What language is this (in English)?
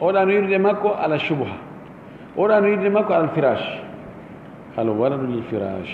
Fula